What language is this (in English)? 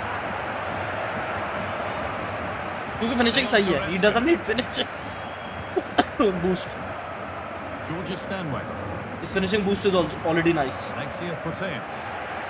Hindi